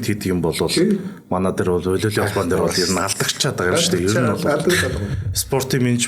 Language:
Mongolian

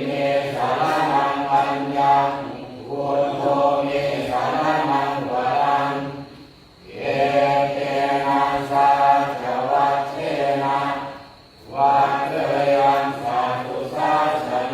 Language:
Pali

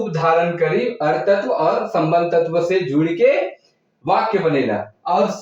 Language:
Sadri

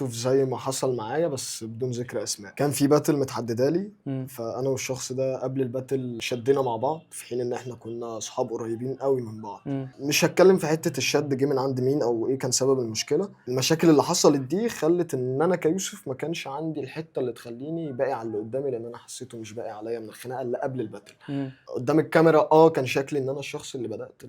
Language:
Egyptian Arabic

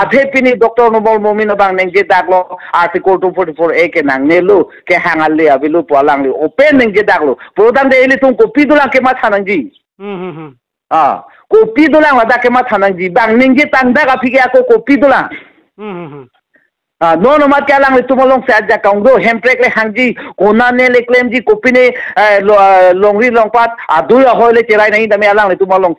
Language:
Karbi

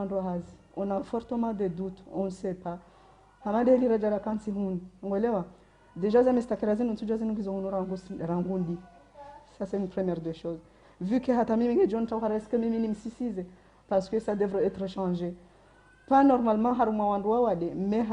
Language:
Ngazidja Comorian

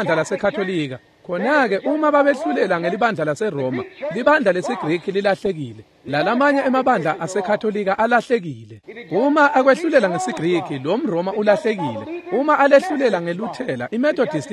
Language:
Swati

